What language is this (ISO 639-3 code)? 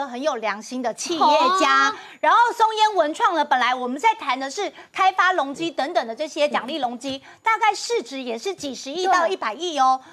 zho